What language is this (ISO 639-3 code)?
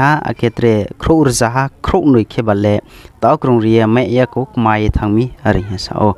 ria